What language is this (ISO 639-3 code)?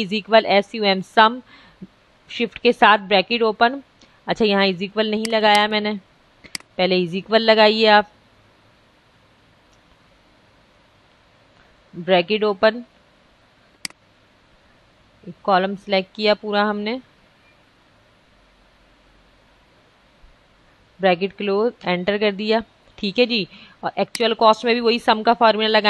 hin